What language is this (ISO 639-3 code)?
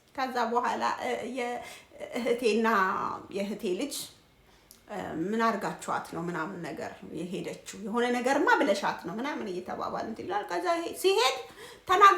amh